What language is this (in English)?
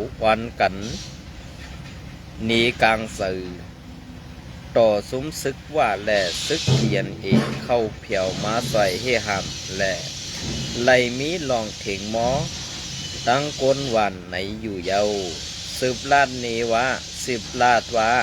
Shan